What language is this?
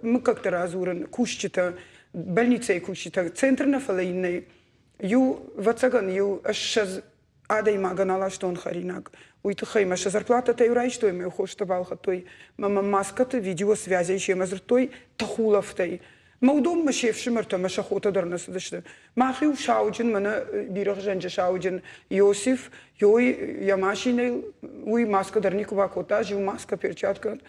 Ossetic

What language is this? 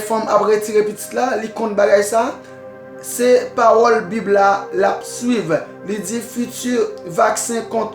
Haitian Creole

